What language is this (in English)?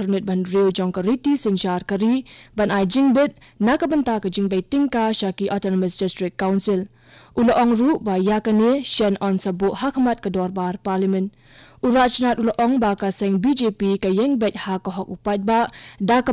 Khasi